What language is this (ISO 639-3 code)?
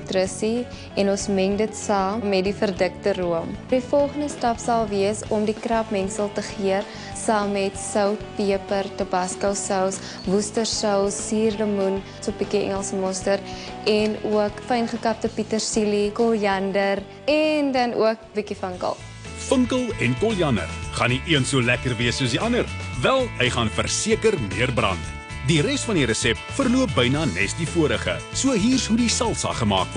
afr